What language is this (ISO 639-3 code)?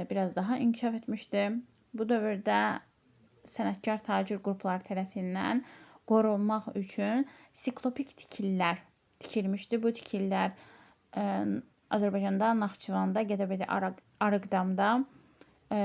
aze